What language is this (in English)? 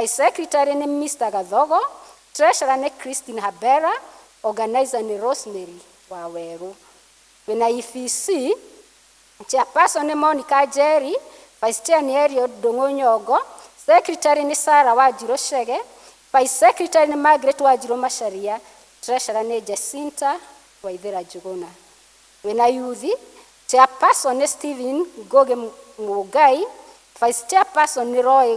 Kikuyu